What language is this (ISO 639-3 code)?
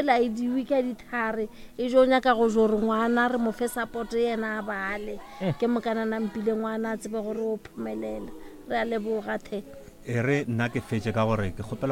nso